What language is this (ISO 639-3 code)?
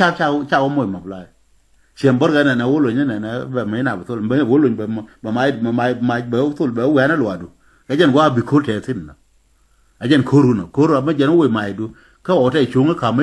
nus